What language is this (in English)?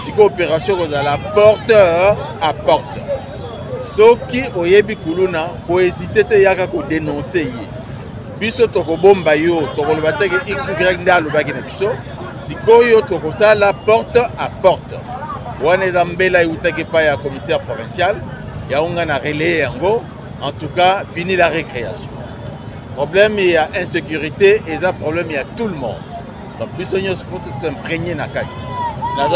Lingala